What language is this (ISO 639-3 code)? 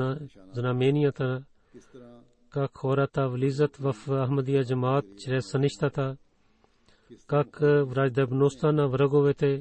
bul